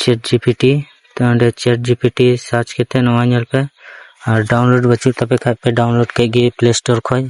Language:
Santali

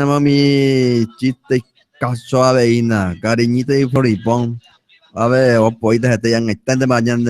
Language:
Guarani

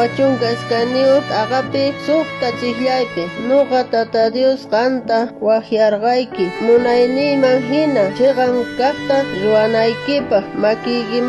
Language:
South Bolivian Quechua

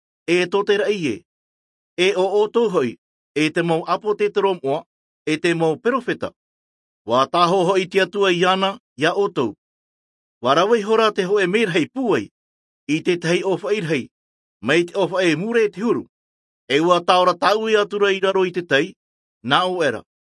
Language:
Tahitian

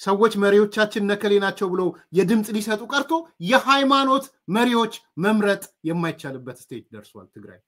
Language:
Amharic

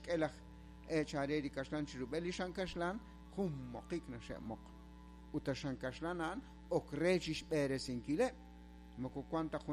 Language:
Kekchí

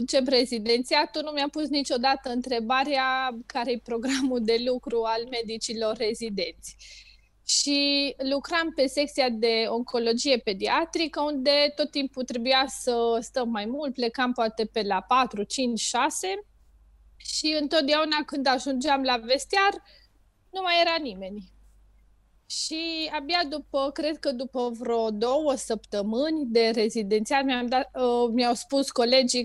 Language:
Romanian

